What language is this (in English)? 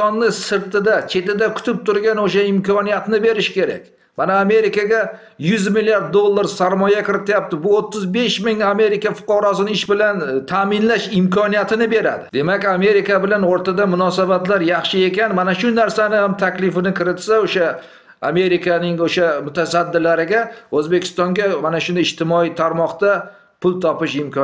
Uzbek